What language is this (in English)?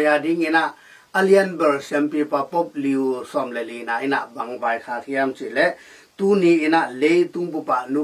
Tedim Chin